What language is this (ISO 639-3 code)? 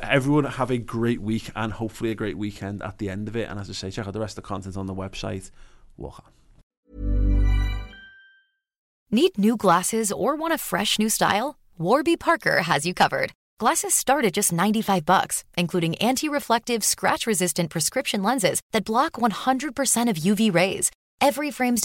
eng